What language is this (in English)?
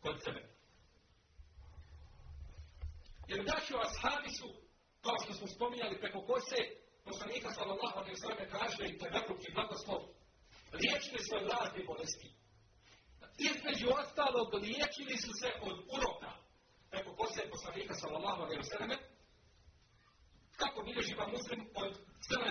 Bosnian